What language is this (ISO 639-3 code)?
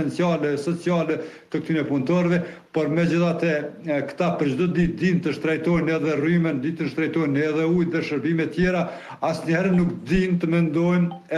sqi